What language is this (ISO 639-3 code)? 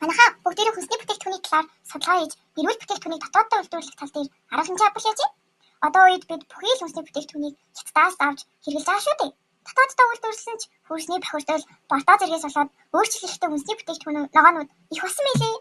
mon